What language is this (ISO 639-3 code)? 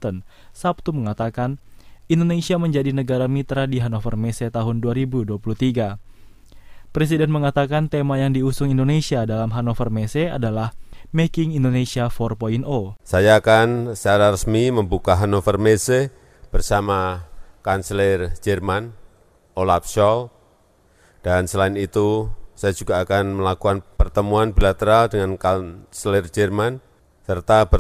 ind